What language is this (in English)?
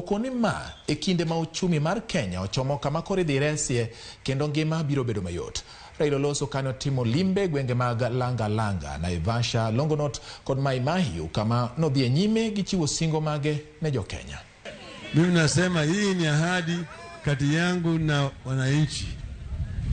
Luo (Kenya and Tanzania)